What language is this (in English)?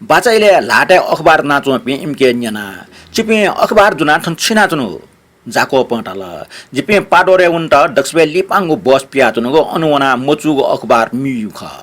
Newari